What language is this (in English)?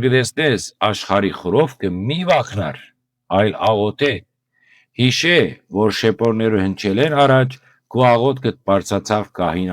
Western Armenian